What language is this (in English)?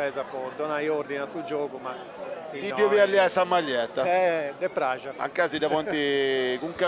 Sardinian